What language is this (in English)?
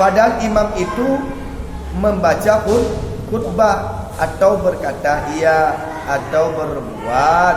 Achinese